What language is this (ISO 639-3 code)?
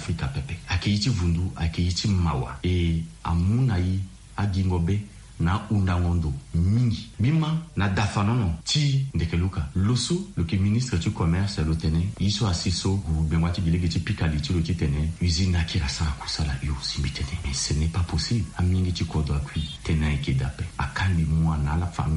sag